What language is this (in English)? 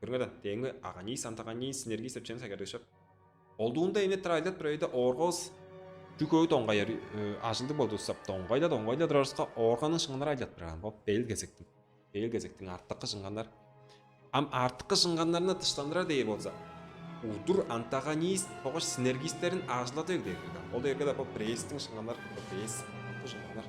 Tuvinian